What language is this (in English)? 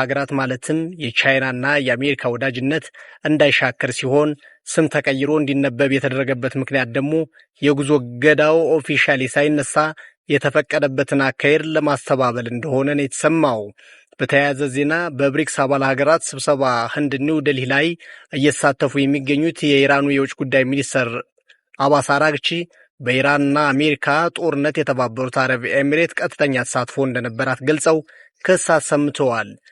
Amharic